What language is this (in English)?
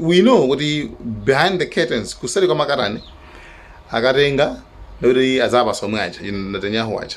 Nyanja